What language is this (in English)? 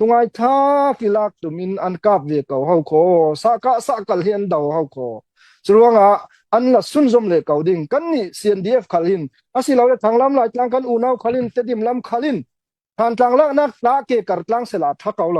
Falam Chin